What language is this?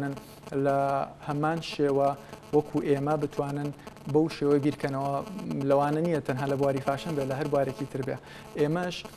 Central Kurdish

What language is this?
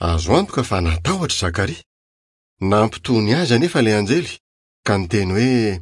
Malagasy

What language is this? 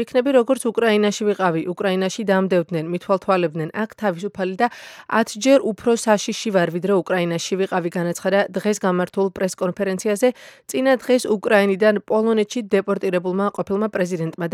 Georgian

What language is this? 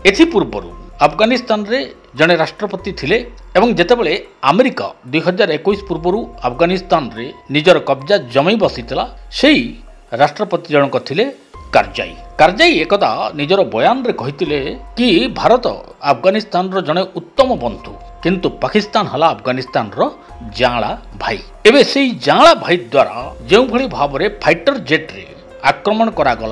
Odia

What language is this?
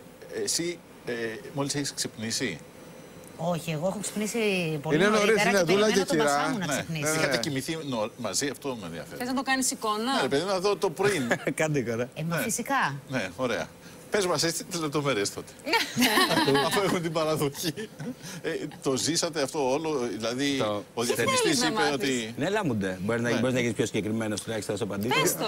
Greek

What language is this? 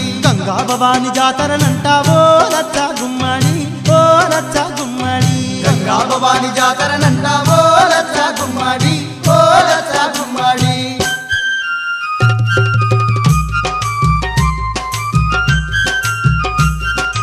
Telugu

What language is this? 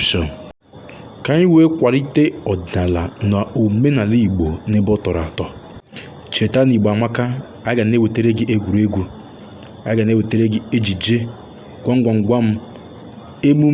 Igbo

